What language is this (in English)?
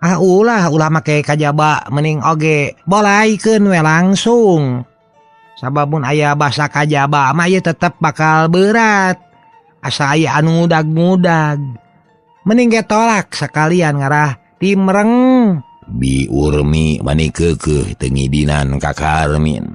Sundanese